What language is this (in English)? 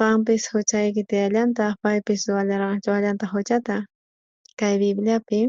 South Bolivian Quechua